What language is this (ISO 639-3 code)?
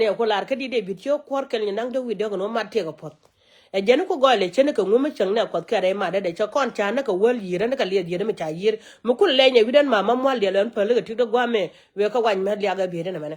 nus